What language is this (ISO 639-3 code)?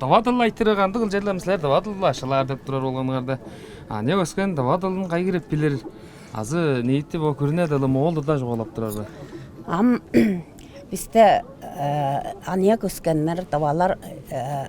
tyv